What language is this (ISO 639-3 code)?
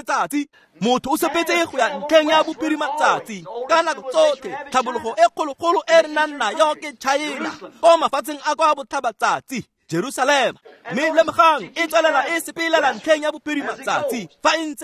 tsn